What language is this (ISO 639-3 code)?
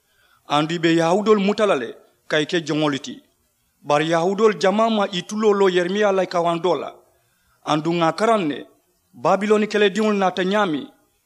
man